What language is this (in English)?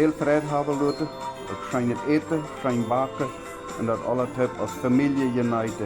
Plautdietsch